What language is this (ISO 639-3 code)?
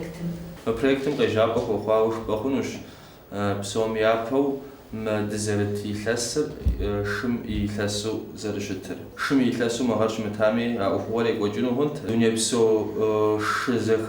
kbd